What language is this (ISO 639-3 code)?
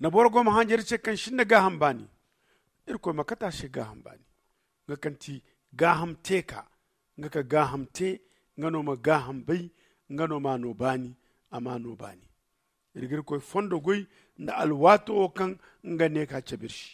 dje